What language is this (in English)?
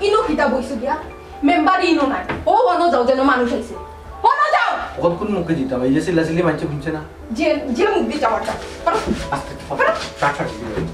Sylheti